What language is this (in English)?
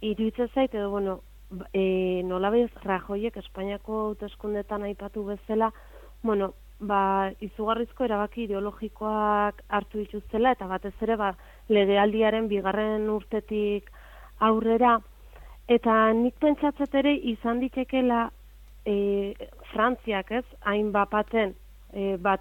Basque